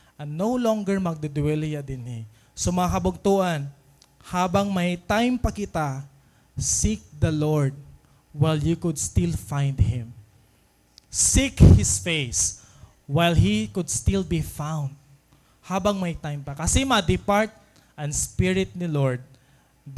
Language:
Waray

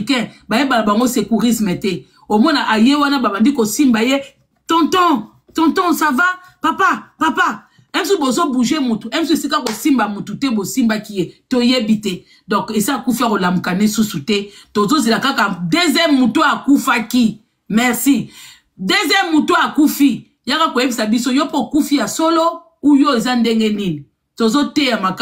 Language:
Lingala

